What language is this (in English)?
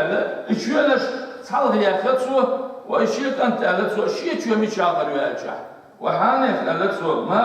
Chechen